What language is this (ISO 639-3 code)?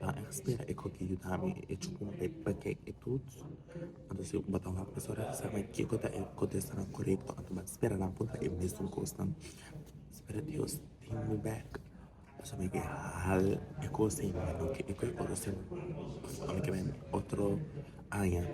pap